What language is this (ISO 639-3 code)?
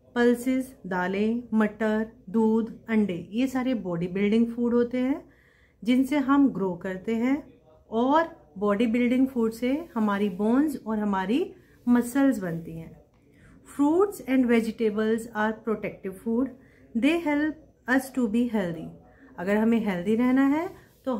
hin